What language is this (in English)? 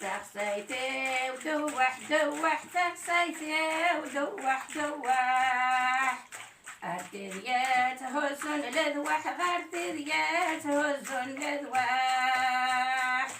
Kabyle